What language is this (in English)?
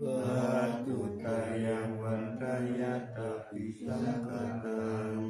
Pali